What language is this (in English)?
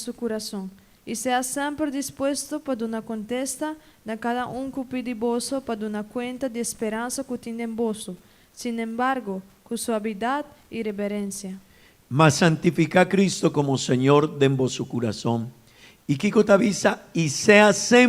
Papiamento